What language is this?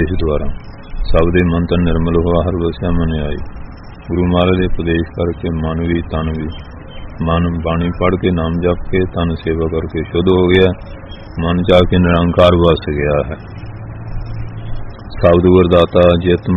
Punjabi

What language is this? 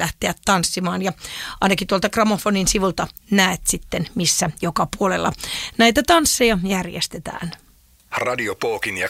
Finnish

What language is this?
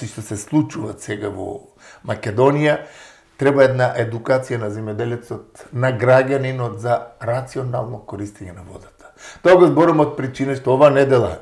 Macedonian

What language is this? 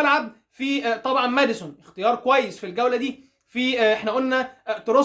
Egyptian Arabic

